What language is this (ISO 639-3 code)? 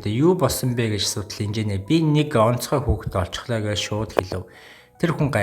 mon